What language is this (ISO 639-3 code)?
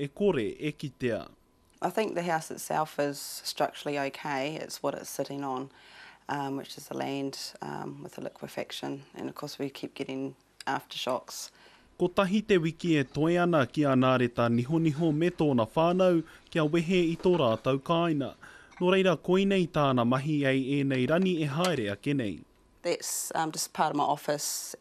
mri